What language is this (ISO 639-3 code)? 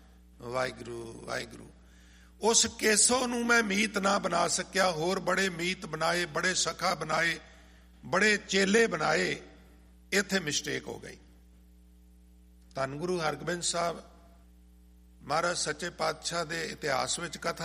pan